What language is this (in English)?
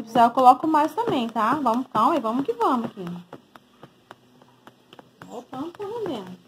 Portuguese